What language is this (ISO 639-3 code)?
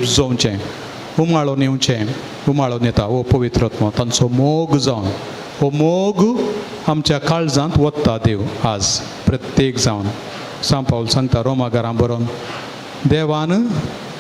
kok